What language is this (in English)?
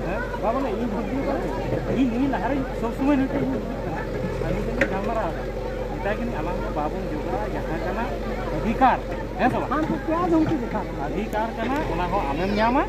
Santali